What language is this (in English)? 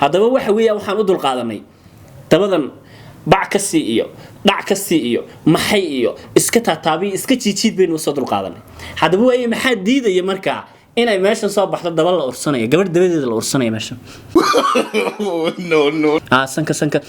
Somali